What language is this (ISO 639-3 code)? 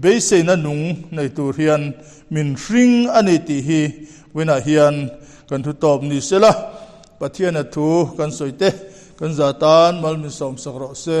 lus